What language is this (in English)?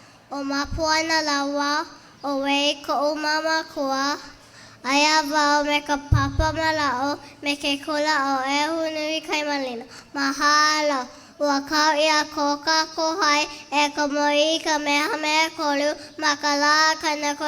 Hawaiian